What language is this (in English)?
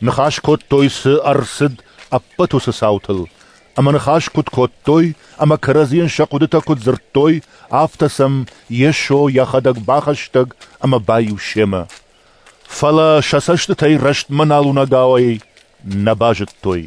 Ossetic